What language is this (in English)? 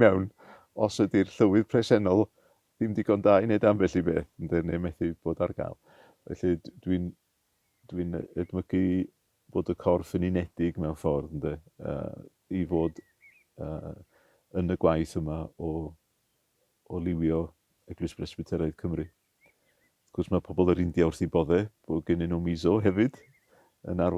Welsh